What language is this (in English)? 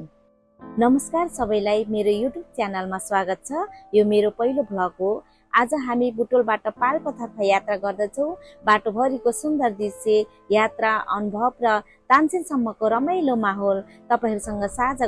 Nepali